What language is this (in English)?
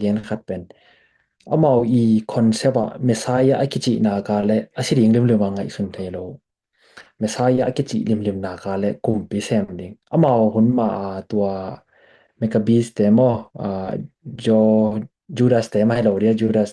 Tedim Chin